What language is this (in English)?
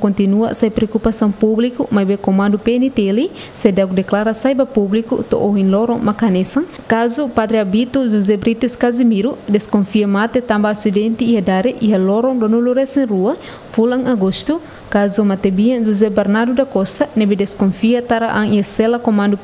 Tetum